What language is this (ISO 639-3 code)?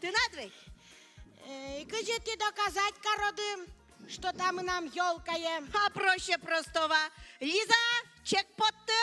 udm